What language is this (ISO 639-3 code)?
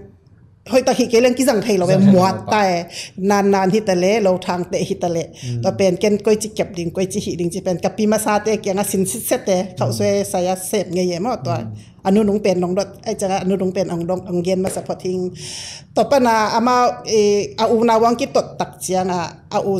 ctd